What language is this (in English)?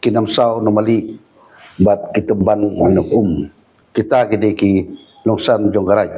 Khasi